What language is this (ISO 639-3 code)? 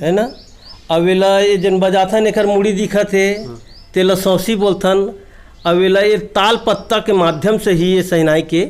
hne